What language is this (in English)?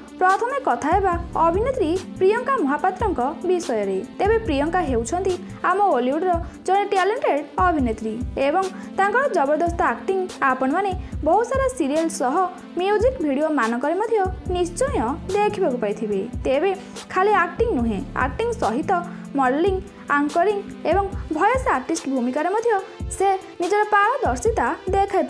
Odia